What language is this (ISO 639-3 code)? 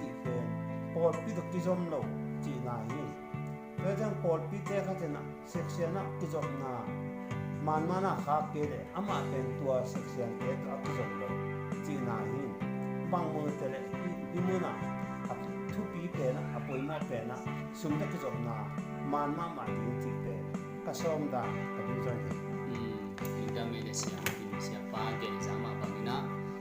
ctd